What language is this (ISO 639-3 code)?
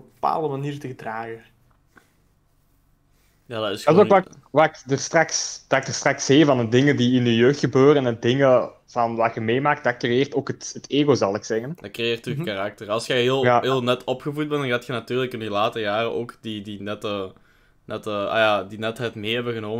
nld